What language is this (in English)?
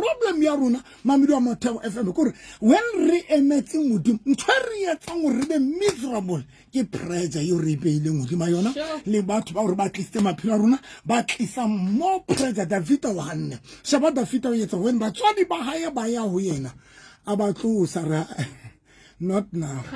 Southern Sotho